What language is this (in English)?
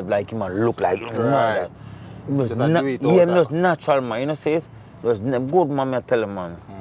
Jamaican Creole English